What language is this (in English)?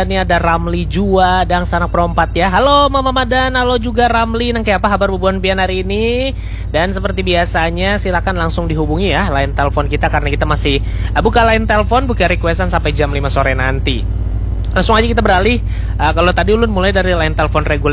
Banjar